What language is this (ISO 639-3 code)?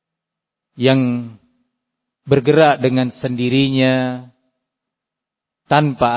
ind